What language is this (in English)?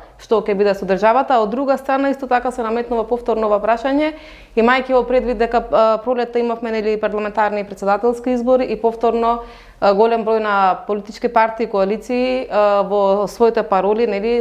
Macedonian